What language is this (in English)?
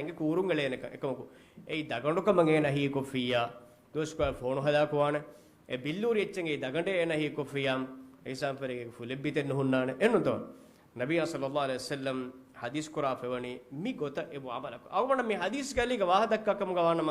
Divehi